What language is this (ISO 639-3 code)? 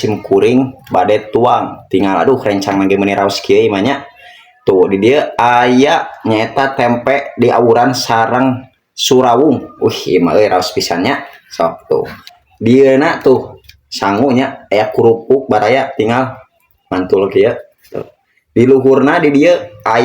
sun